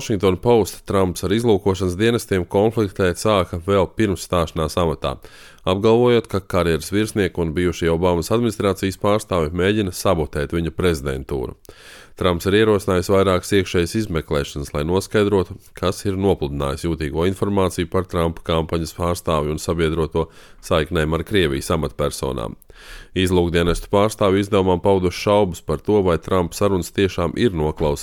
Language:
Latvian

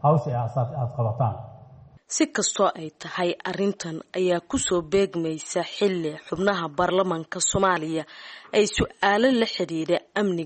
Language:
Somali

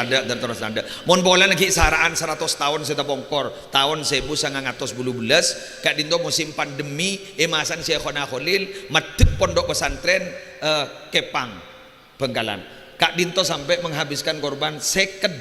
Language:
Madurese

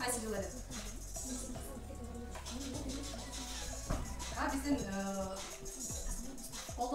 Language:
Kyrgyz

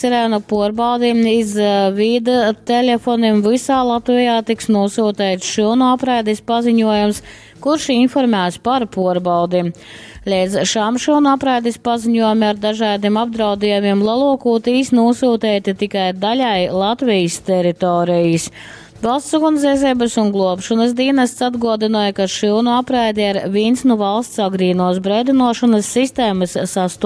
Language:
Latgalian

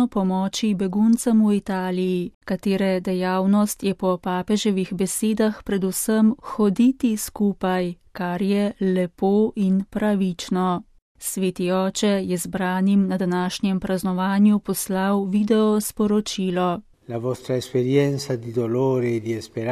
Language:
Slovenian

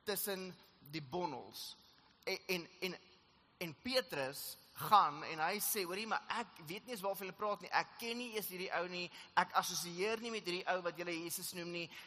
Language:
Afrikaans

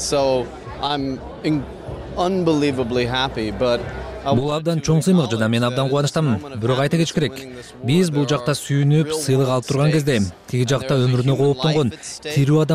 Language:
Kyrgyz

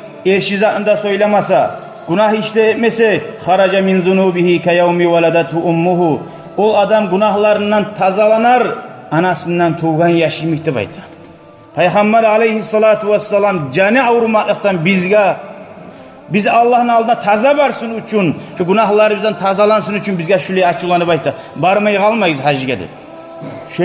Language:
Kumyk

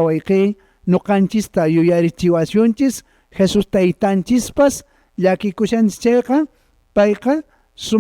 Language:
Quechua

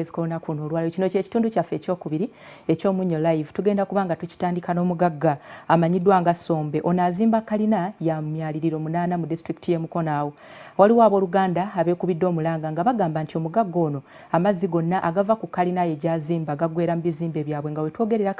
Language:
Ganda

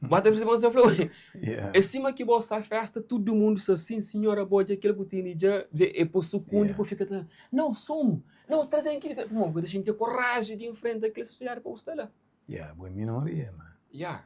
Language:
Kabuverdianu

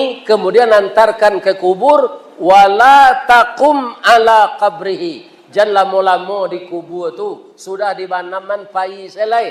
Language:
Minangkabau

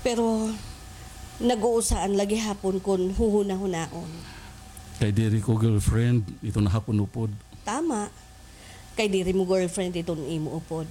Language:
Waray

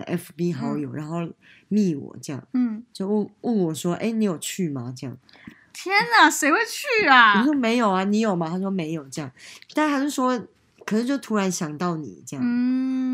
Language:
Chinese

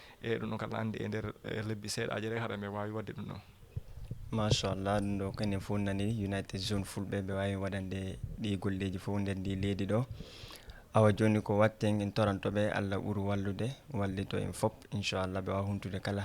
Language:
Fula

